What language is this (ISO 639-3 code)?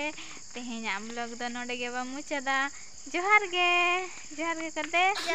sat